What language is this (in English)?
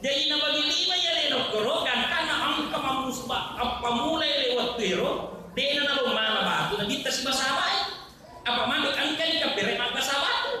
Buginese